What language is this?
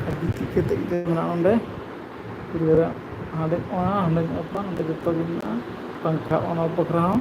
Santali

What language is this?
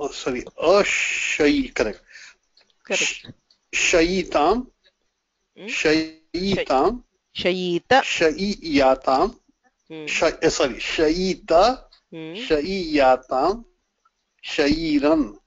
Sanskrit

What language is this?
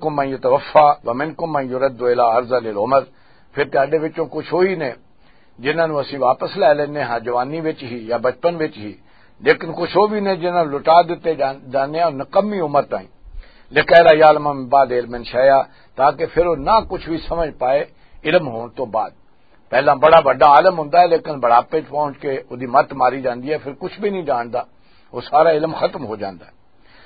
Western Panjabi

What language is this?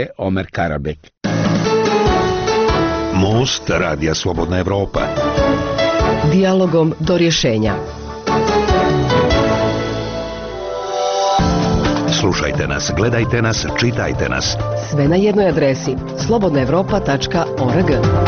Bosnian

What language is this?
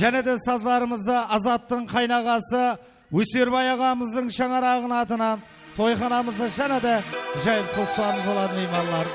Kara-Kalpak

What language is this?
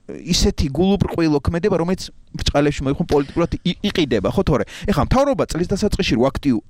Georgian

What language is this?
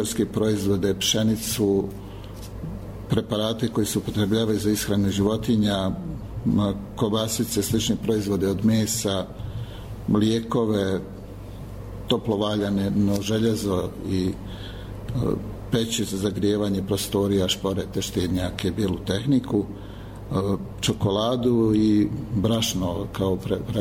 Bosnian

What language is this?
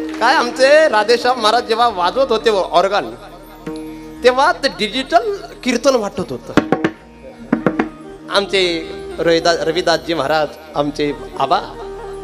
Marathi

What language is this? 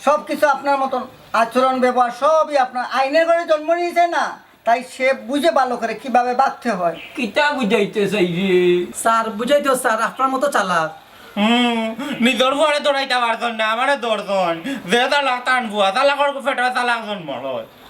Sylheti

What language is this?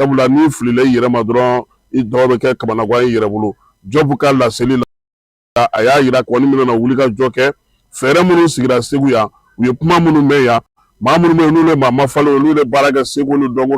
Bambara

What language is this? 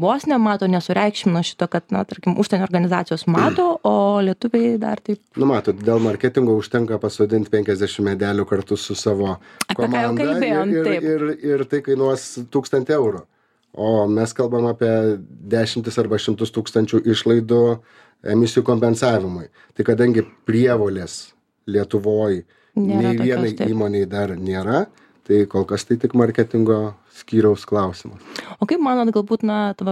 Lithuanian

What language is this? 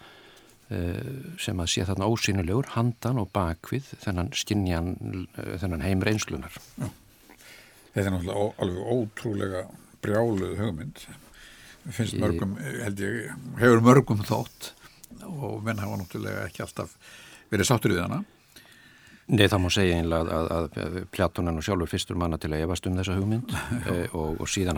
Icelandic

